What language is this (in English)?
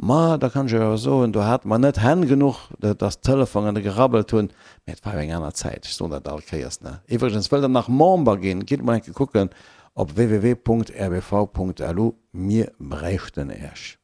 Luxembourgish